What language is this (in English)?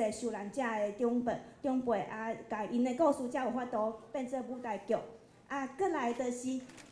Min Nan Chinese